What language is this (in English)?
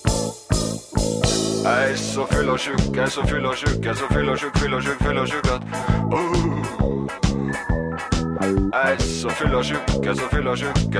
Norwegian